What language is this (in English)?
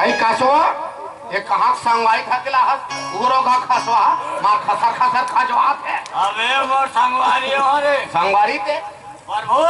Chhattisgarhi